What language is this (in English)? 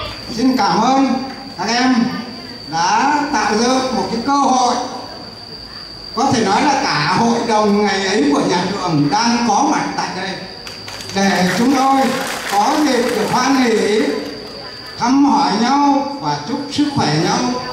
Vietnamese